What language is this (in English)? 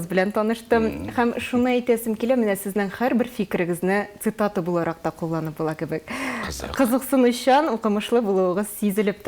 Tatar